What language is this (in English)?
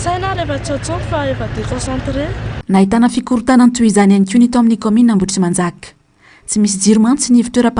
Malagasy